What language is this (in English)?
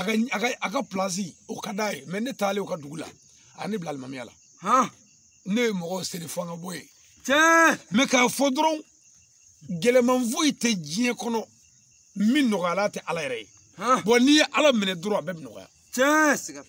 Bambara